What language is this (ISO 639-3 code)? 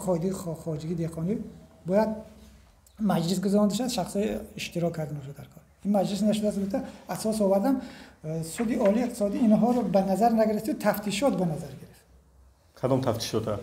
tgk